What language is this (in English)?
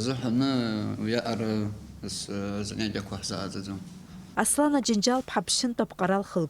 Abkhazian